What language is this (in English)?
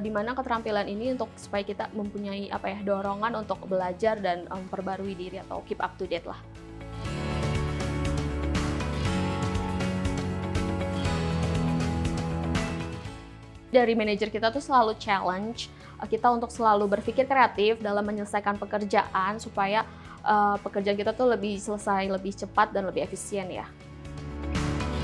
Indonesian